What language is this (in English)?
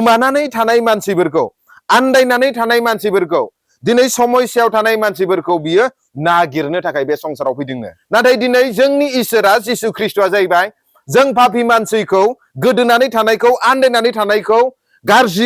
Bodo